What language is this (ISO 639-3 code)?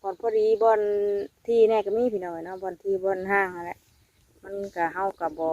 tts